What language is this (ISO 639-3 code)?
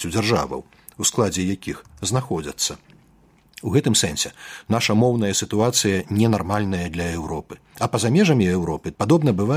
bel